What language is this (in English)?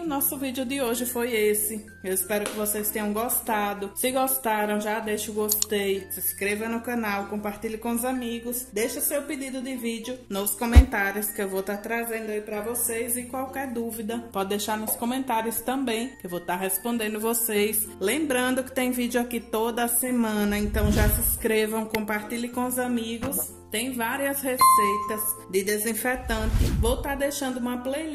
Portuguese